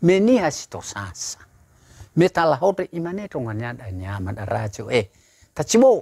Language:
Nias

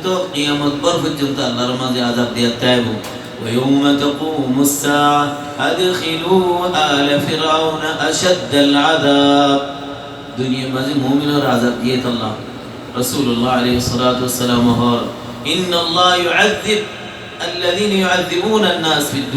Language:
Rohingya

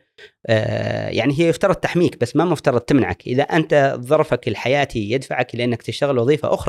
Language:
Gulf Arabic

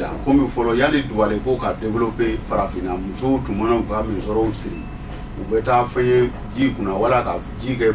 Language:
Bambara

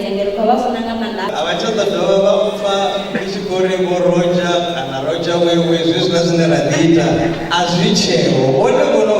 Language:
Venda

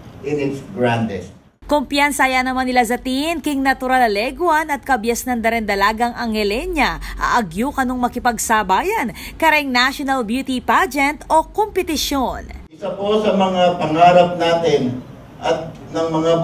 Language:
Pampanga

